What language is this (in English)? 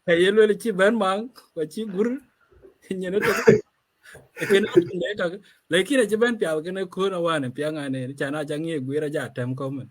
Dinka